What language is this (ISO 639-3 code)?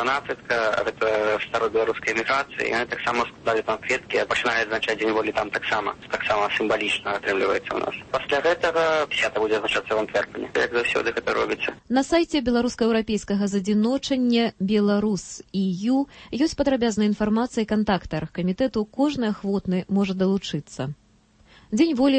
bel